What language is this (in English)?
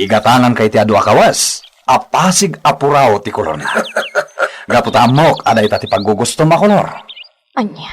Iloko